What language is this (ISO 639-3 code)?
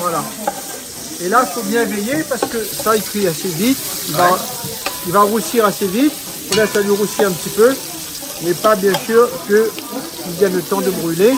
rcf